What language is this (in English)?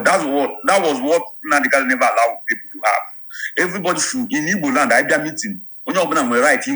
Igbo